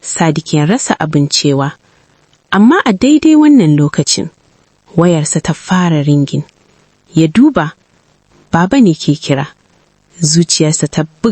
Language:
Hausa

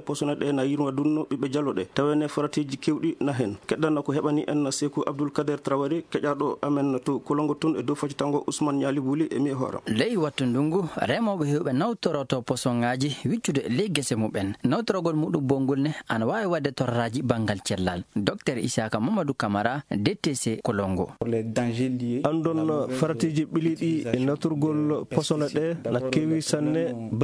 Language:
Fula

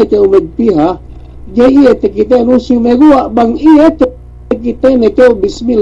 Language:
Yakan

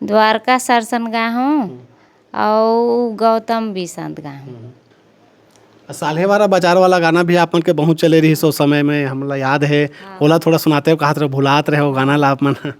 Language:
Chhattisgarhi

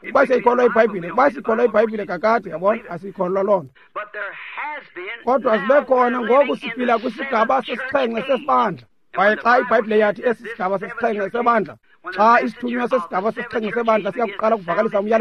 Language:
Xhosa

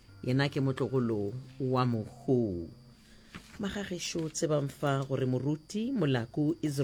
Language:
Northern Sotho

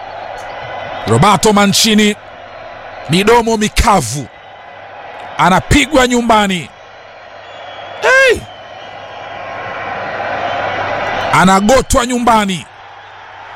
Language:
Swahili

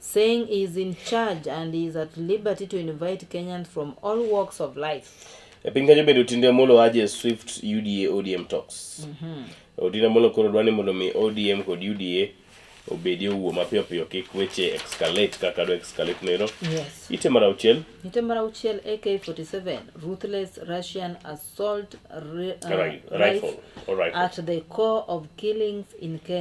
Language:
Luo (Kenya and Tanzania)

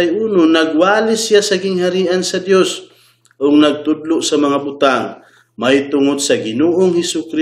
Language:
Cebuano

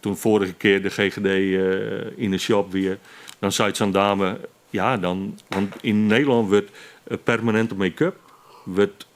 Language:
Western Frisian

